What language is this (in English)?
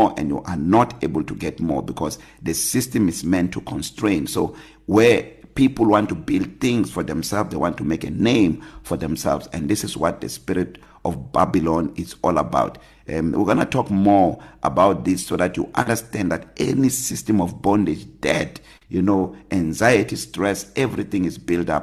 English